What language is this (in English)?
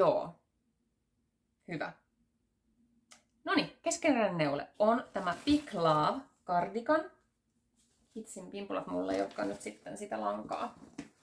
Finnish